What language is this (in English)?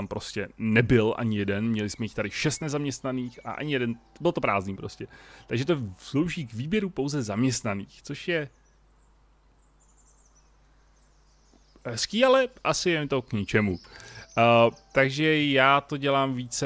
Czech